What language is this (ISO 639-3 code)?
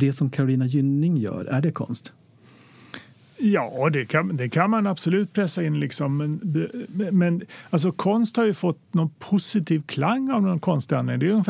swe